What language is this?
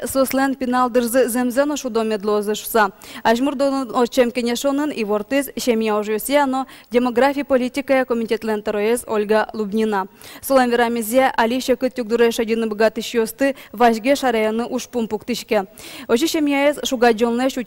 Udmurt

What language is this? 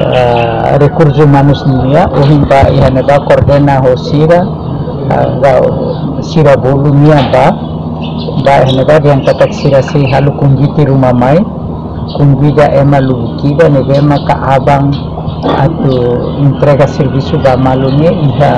Tetum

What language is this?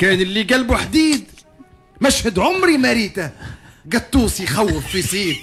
Tunisian Arabic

